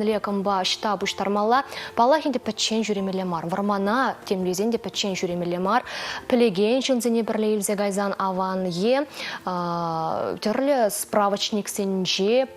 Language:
Chuvash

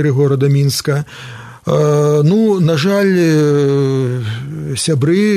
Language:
Belarusian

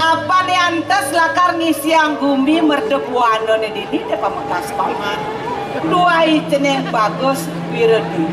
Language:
Balinese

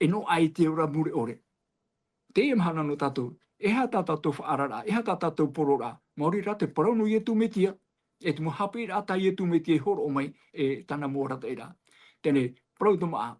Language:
Tahitian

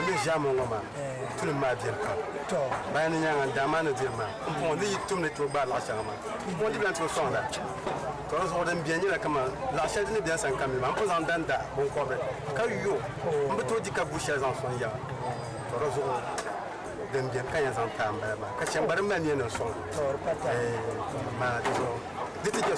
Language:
Dagbani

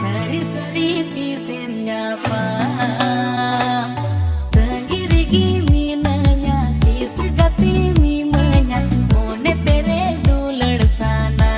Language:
Santali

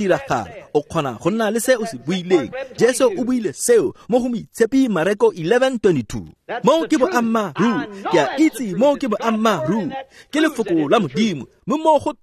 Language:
Tswana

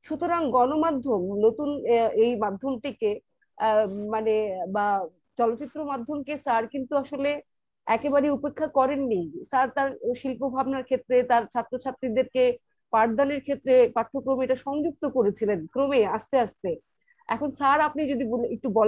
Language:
Bangla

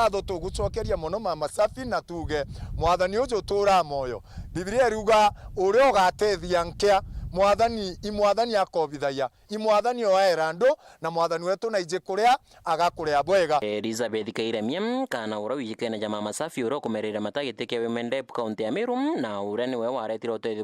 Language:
Meru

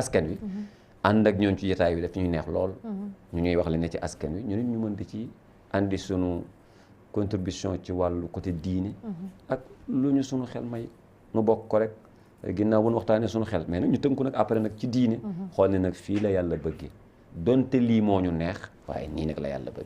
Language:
Wolof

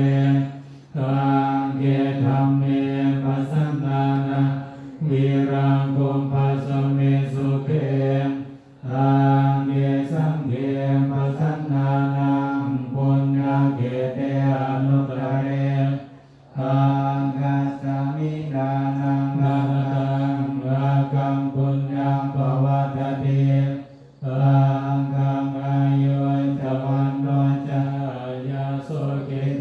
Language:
Pali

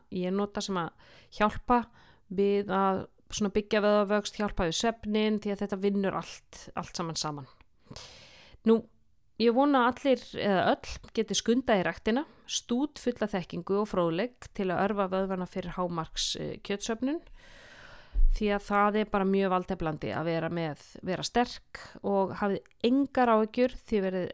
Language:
Icelandic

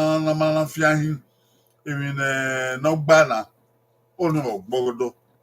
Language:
Bini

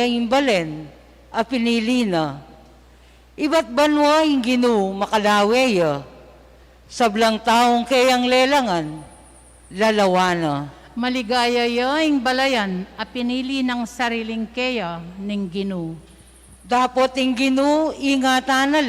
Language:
Pampanga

